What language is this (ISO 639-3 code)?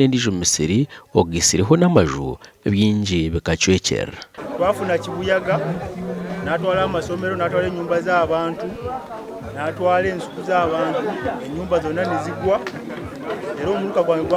nyn